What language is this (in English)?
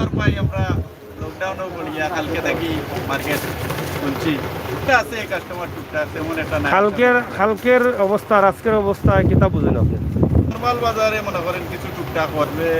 Sylheti